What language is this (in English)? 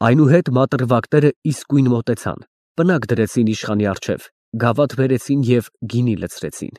Armenian